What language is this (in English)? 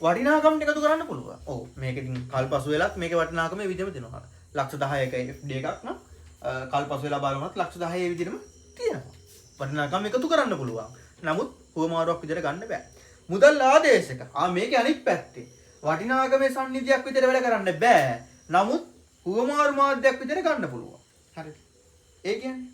Sinhala